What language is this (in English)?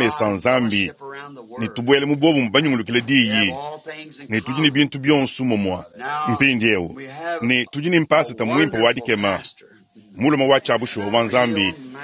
Luba-Lulua